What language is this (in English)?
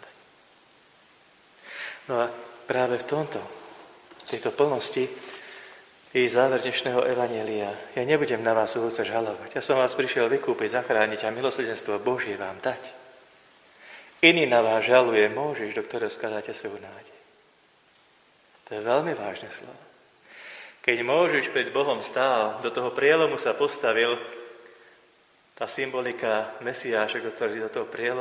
Slovak